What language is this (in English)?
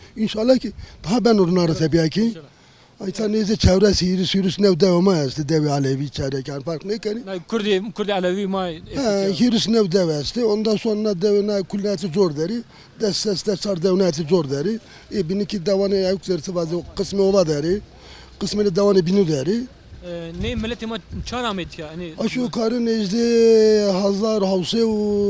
Zaza